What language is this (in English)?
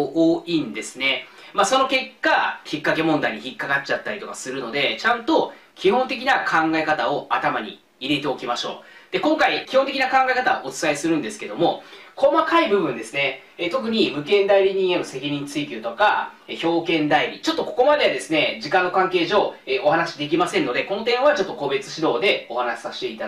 Japanese